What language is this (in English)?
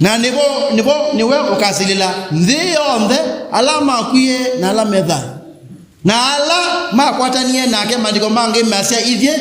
Kamba